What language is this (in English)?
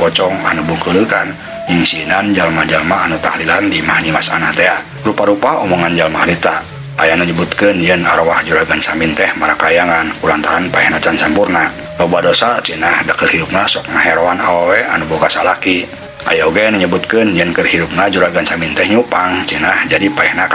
Sundanese